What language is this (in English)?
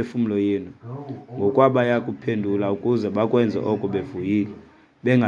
Xhosa